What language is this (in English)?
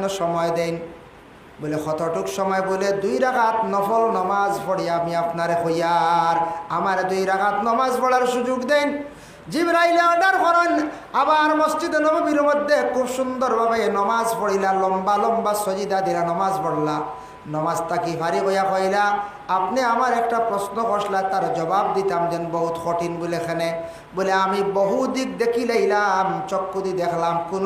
Sylheti